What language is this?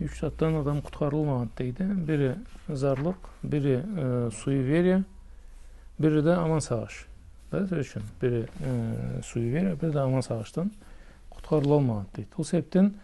Karachay-Balkar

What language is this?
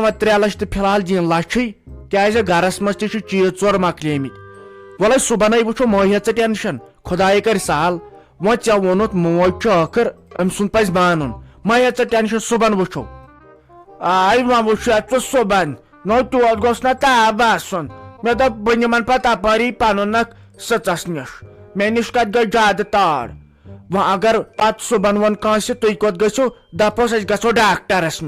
Kashmiri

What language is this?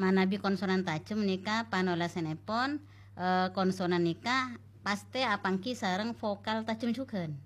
Madurese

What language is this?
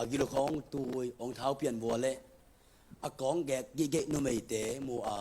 Tedim Chin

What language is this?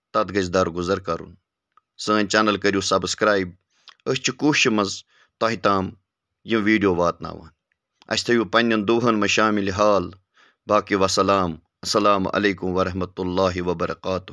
Kashmiri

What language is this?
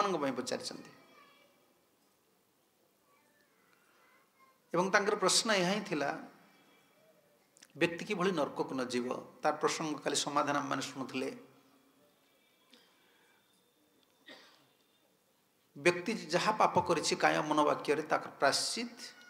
Odia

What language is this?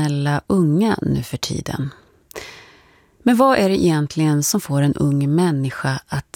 Swedish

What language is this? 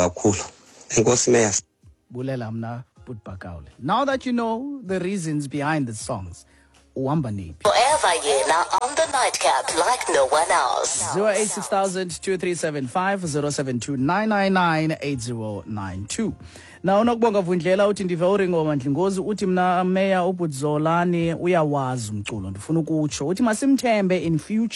Xhosa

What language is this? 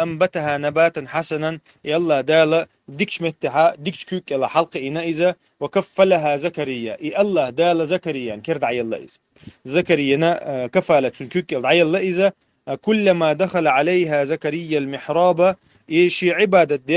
Chechen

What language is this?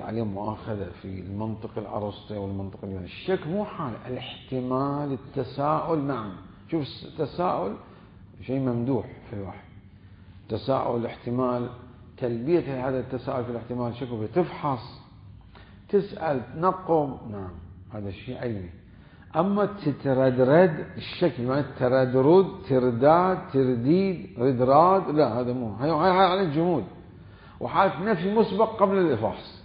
Mesopotamian Arabic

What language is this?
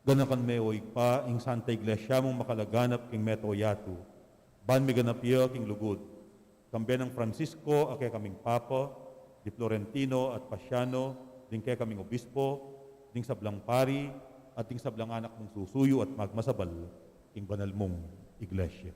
Pampanga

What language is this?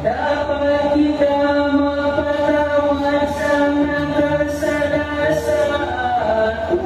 Hiligaynon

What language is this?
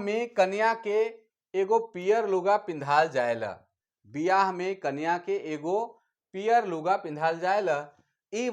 Sadri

